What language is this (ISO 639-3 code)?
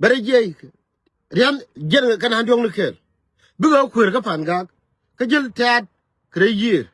nus